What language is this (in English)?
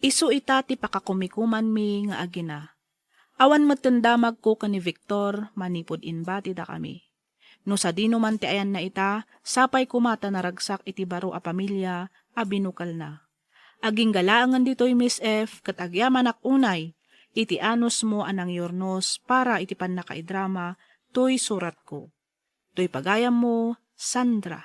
Iloko